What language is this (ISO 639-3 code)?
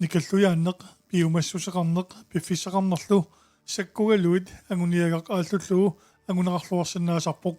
kal